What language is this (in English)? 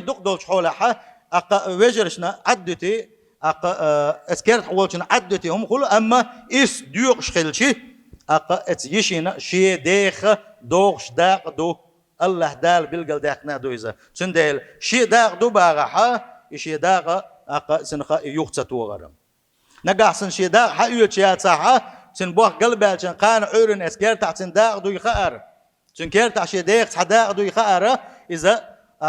Chechen